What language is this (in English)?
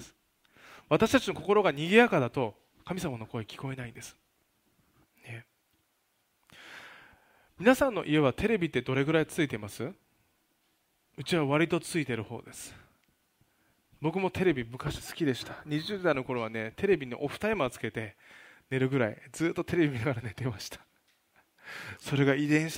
Japanese